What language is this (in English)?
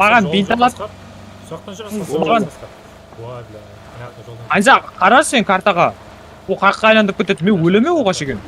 Kara-Kalpak